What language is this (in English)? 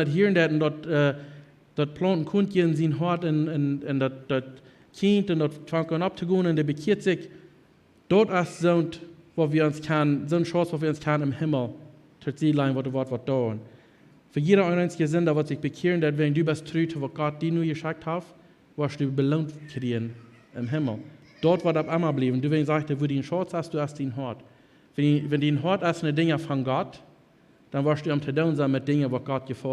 Plautdietsch